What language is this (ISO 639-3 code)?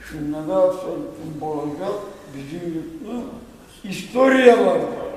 kum